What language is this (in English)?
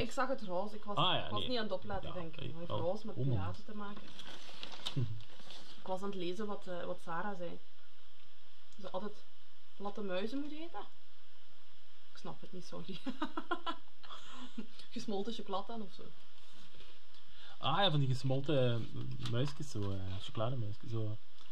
Dutch